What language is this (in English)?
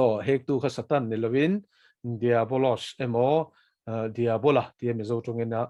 Mizo